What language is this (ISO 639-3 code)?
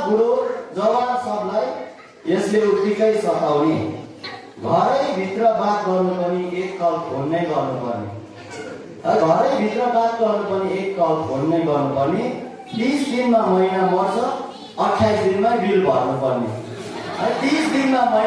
nep